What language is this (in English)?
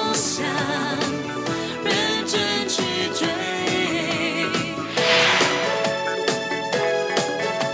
Chinese